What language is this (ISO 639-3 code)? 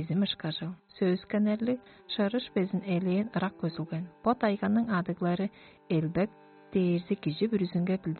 tyv